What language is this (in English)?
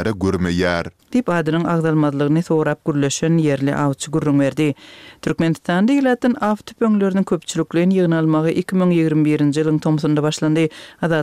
Turkmen